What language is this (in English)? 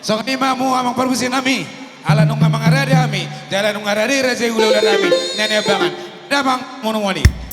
Batak Toba